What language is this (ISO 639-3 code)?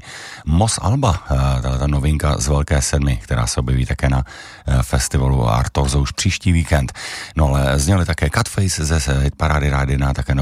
ces